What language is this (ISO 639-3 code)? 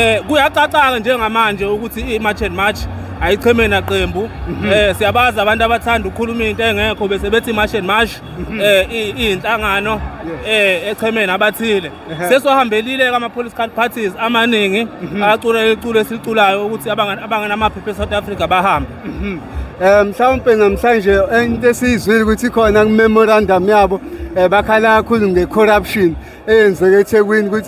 zul